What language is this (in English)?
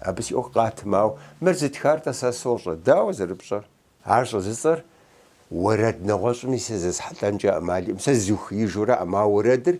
Kabardian